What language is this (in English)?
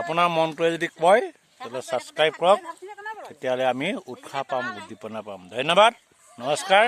Assamese